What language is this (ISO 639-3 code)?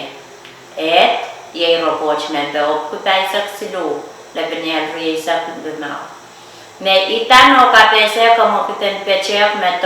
pon